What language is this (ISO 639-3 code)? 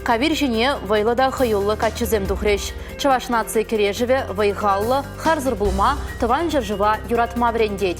chv